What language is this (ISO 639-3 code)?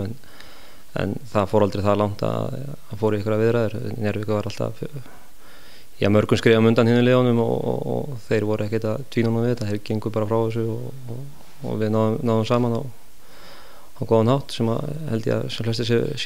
isl